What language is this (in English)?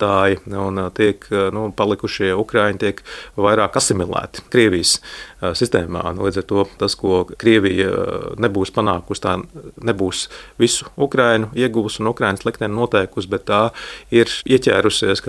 Latvian